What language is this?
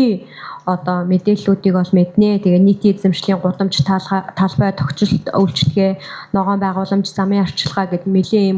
Mongolian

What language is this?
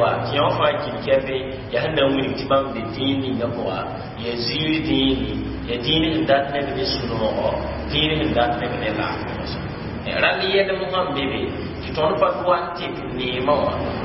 Mossi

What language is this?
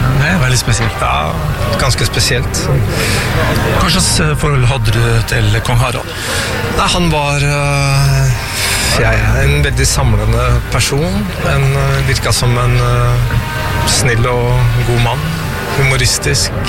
Norwegian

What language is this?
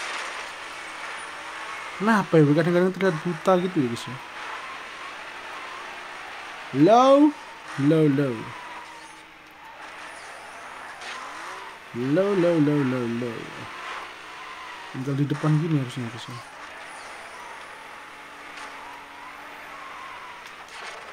Indonesian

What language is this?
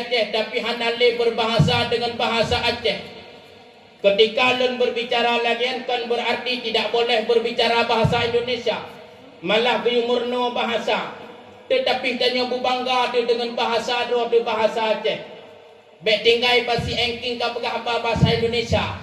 Achinese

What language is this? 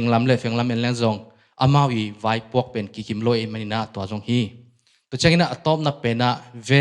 Tedim Chin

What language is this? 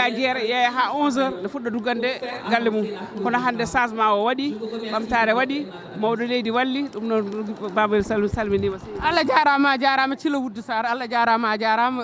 Fula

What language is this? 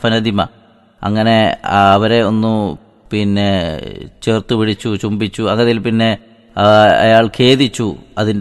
Malayalam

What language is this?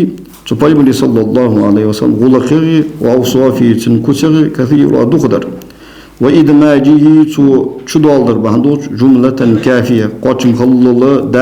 Ingush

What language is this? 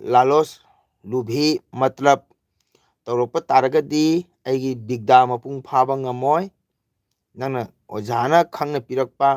Manipuri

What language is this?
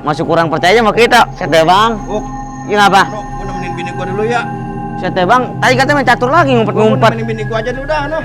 Betawi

